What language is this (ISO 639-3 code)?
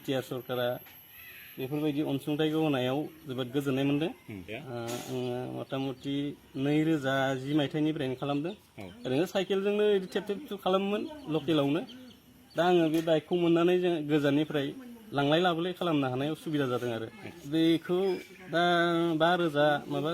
brx